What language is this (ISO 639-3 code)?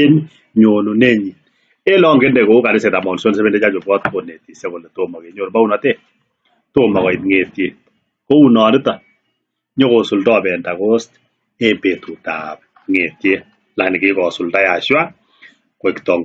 kln